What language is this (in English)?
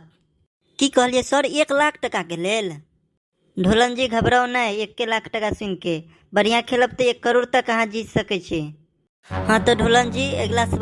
Maithili